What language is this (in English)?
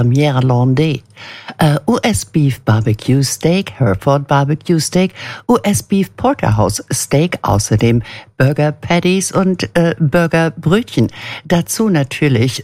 German